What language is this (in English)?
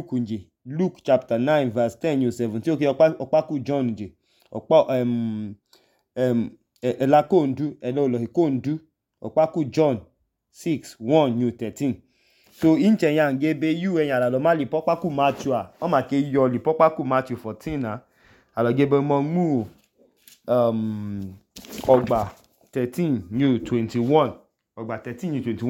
Idoma